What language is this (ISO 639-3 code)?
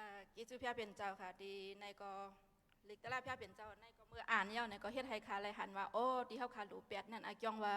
shn